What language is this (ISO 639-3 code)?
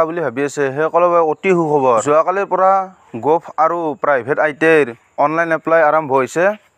asm